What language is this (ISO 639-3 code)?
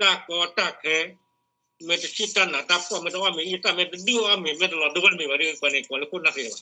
ksw